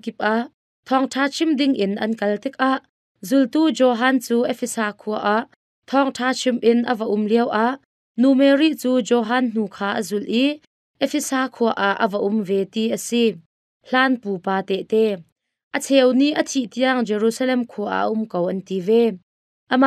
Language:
Hakha Chin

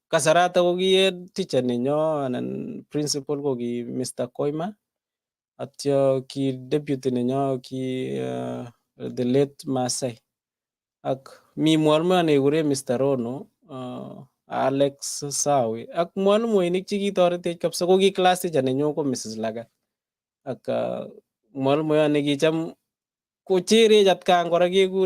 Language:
Kalenjin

